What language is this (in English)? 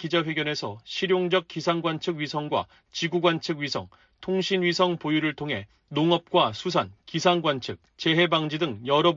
Korean